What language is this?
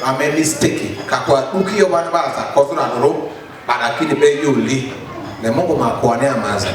Lugbara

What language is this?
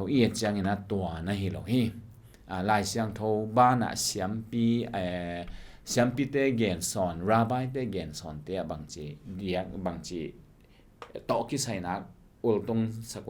Tedim Chin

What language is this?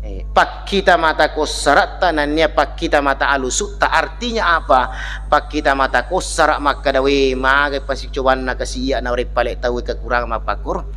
Buginese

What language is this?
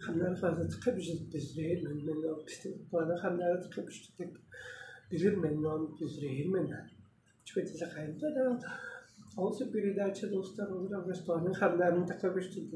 Tuvinian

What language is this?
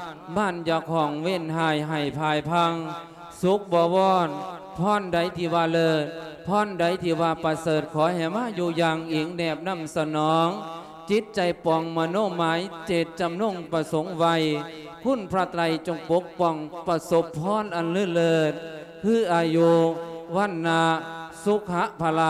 Lao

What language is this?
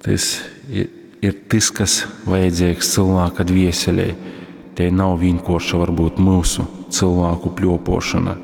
Latgalian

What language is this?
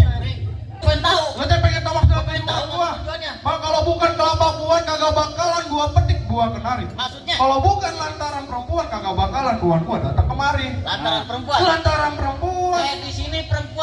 Betawi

